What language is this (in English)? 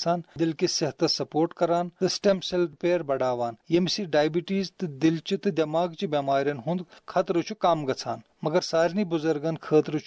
Kashmiri